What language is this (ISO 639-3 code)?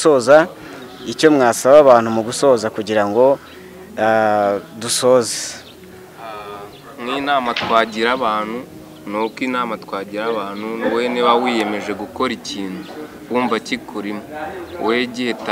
kin